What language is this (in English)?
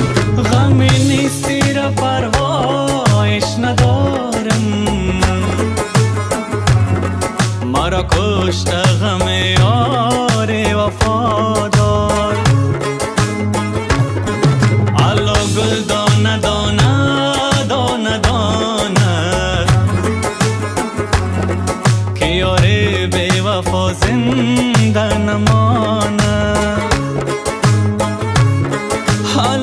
Persian